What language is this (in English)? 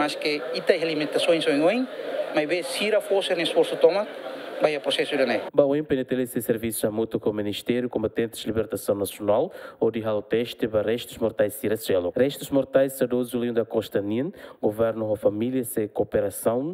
Tetum